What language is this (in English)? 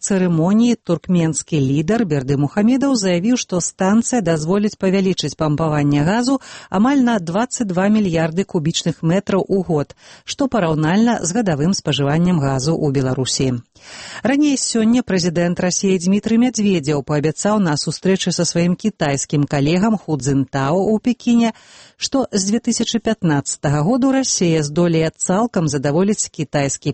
Belarusian